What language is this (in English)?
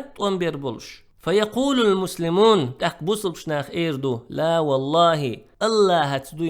Chechen